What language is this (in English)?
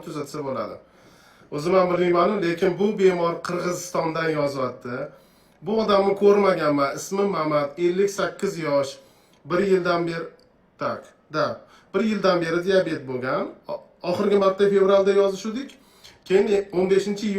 Uzbek